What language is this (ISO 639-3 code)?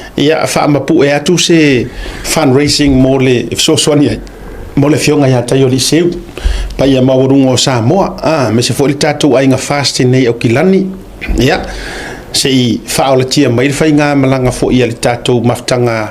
smo